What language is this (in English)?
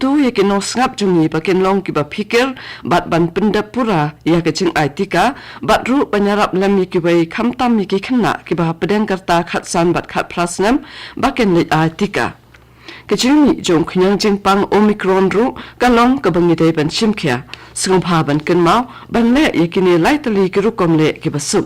Khasi